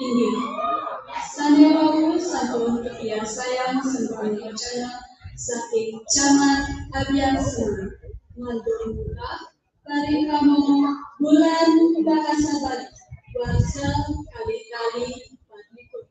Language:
Balinese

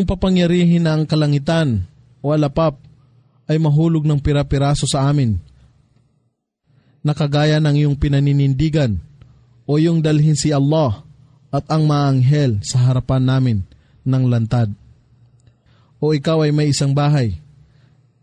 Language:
Filipino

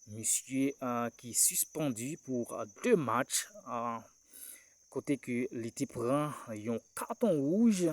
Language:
Haitian Creole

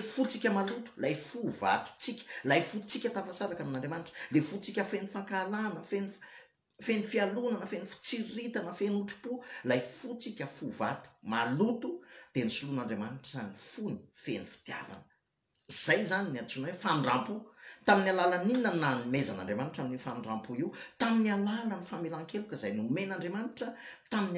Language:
Malagasy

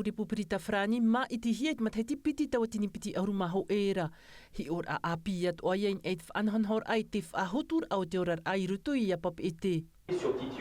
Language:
Tahitian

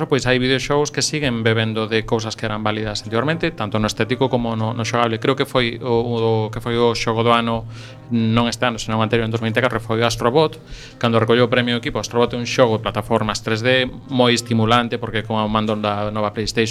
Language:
Galician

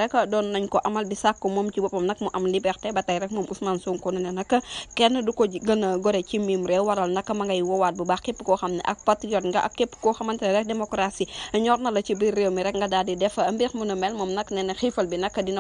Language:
Wolof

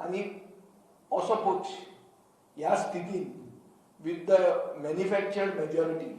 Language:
Konkani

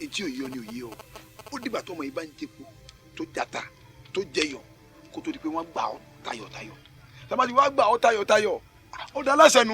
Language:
Yoruba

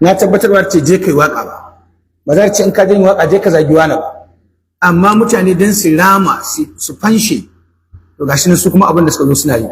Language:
Hausa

